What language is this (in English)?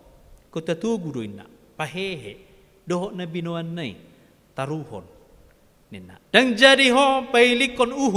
Batak Toba